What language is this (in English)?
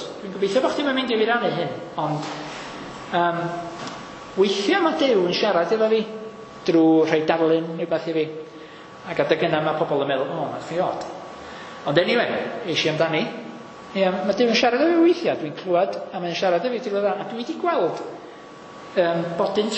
Welsh